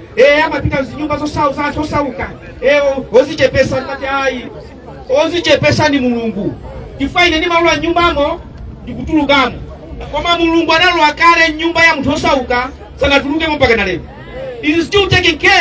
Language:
Nyanja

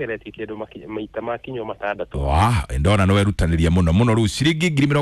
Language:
Kikuyu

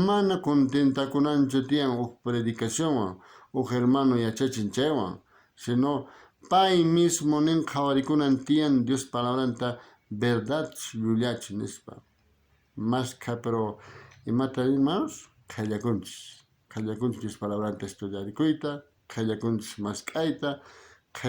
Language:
South Bolivian Quechua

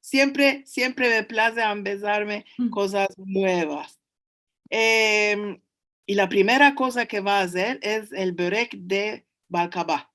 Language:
Ladino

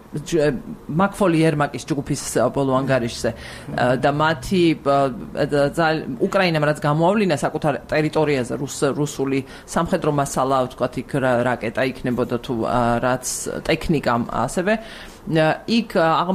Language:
Georgian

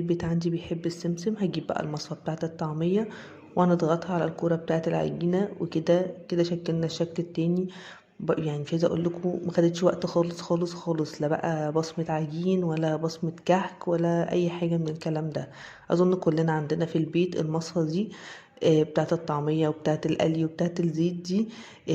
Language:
Egyptian Arabic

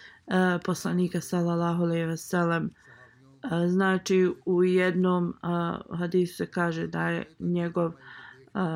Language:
Bosnian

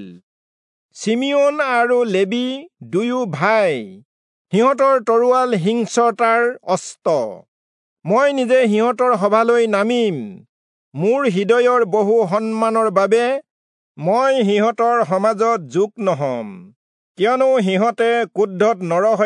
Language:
Assamese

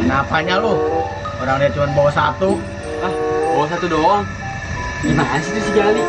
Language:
Betawi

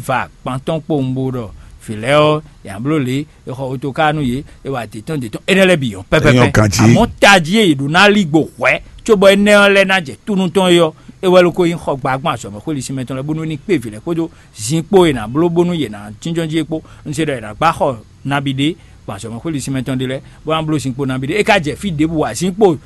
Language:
Fon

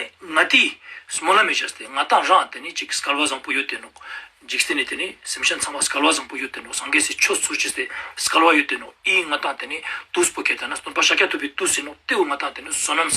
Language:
Ladakhi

